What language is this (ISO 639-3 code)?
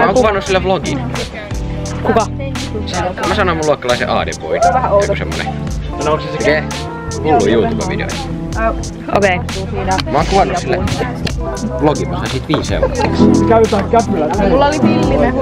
fin